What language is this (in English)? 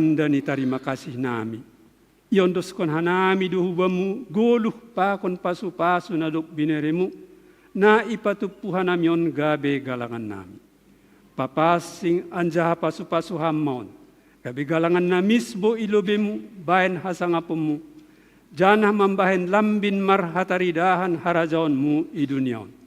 Batak Simalungun